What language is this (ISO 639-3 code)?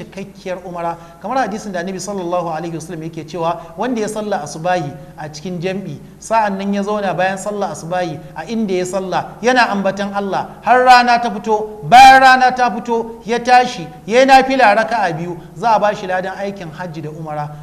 hau